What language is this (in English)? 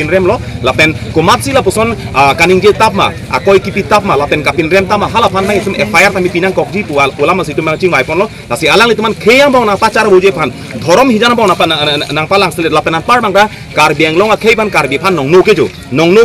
Karbi